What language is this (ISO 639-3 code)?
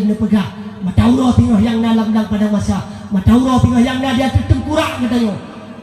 ace